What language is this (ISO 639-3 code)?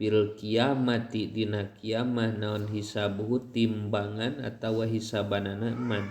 sun